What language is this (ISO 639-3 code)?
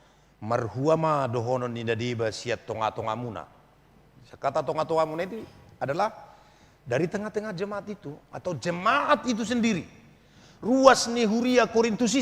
bbc